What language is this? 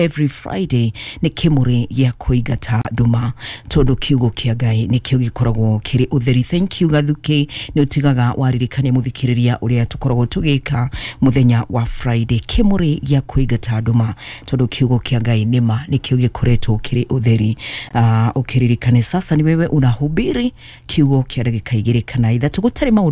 Kikuyu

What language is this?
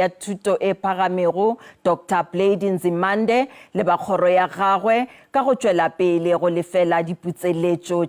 Northern Sotho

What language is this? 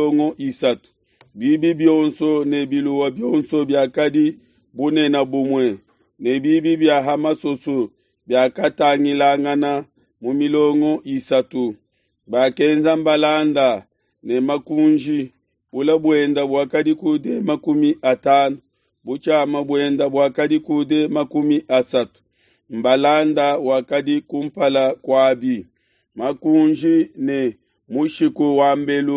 Luba-Lulua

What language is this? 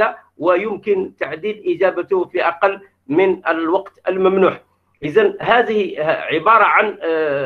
Arabic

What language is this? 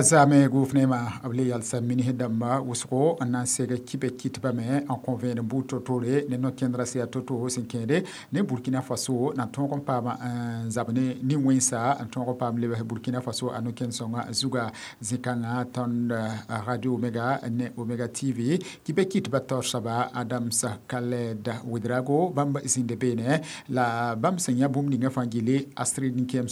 Mossi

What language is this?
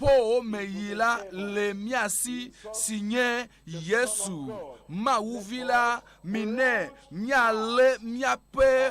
Ewe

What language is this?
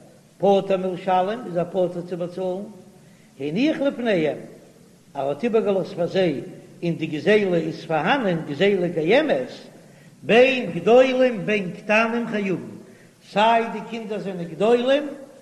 Yiddish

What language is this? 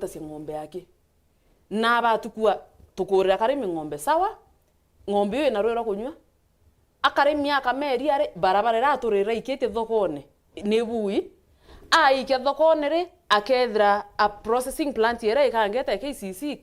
Meru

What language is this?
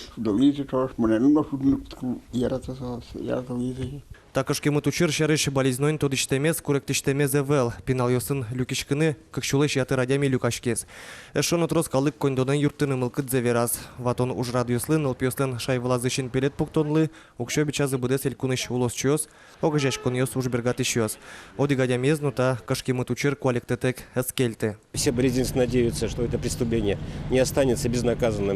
Udmurt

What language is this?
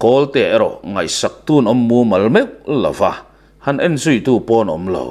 Mizo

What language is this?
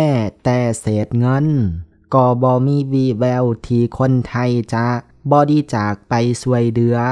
Lao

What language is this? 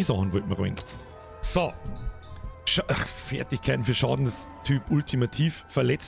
Bavarian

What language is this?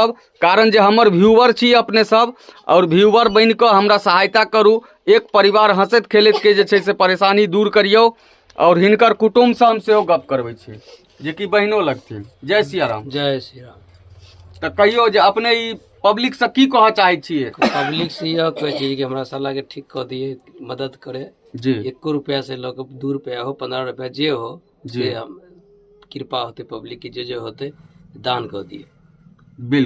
Maithili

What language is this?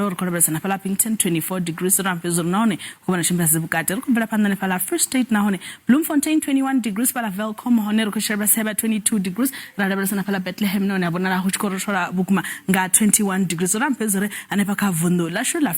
Venda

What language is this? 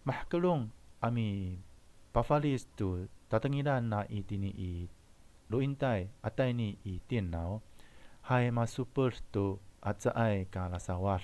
Amis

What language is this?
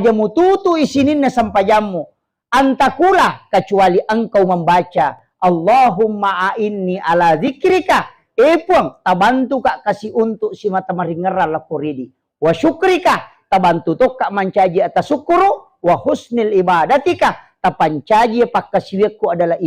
Buginese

